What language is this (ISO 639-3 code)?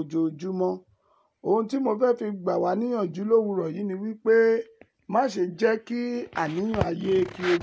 yor